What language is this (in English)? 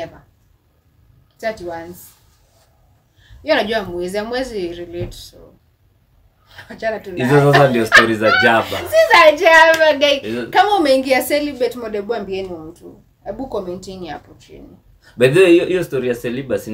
Swahili